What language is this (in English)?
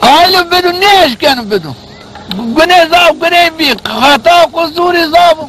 Zaza